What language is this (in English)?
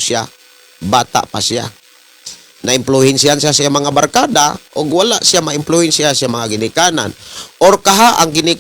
Cebuano